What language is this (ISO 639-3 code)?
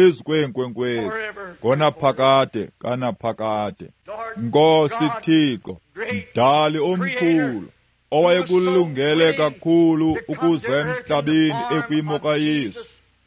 xho